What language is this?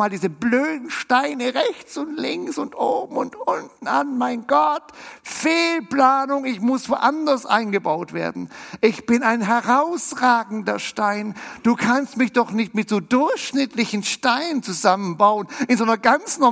German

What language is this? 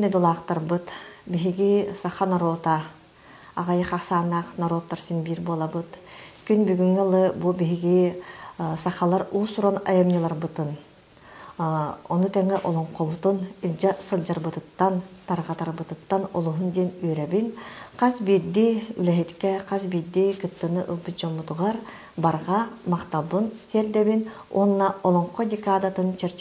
Yakut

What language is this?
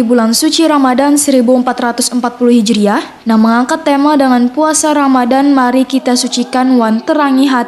Banjar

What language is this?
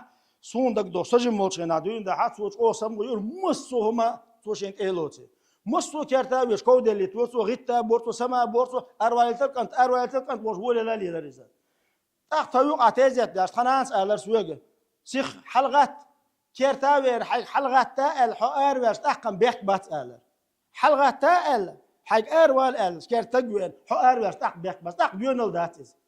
Chechen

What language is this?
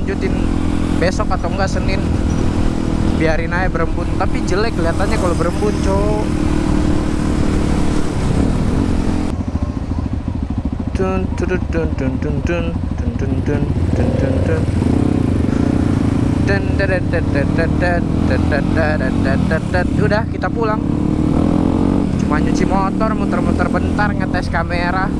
Indonesian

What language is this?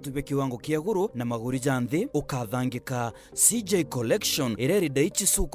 Meru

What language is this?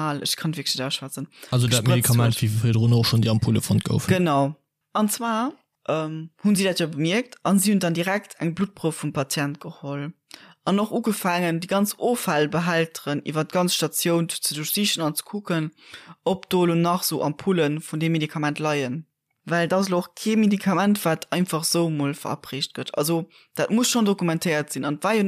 Luxembourgish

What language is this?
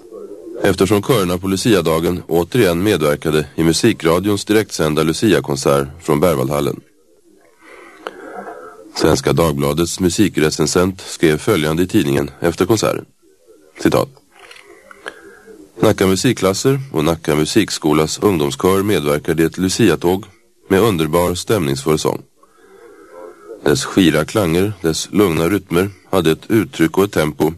Swedish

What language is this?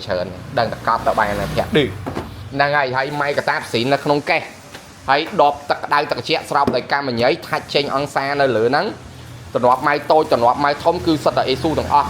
Khmer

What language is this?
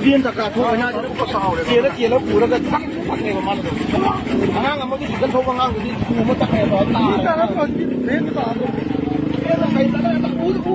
Manipuri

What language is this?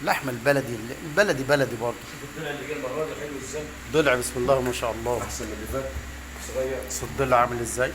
Egyptian Arabic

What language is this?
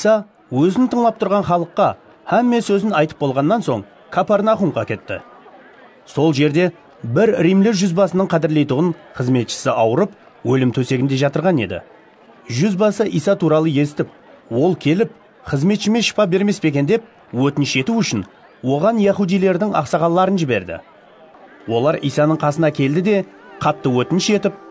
Kara-Kalpak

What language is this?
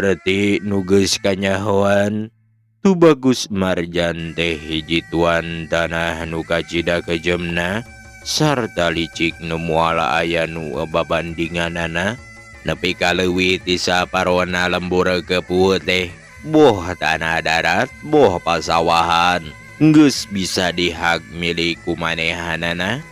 Sundanese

